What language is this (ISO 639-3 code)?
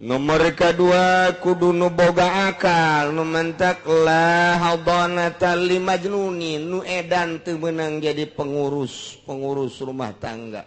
sun